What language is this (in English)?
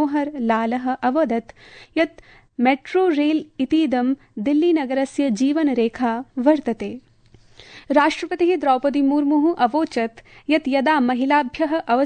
Sanskrit